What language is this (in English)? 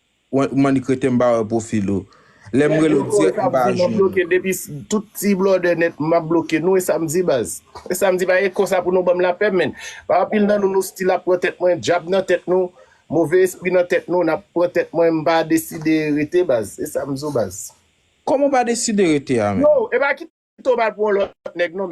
Haitian Creole